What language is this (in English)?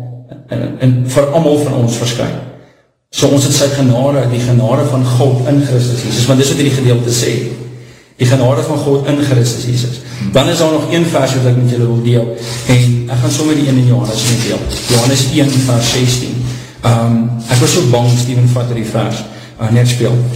Afrikaans